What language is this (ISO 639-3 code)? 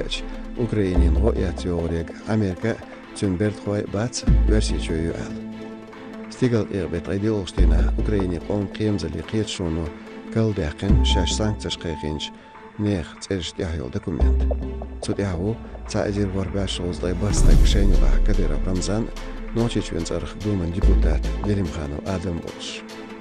che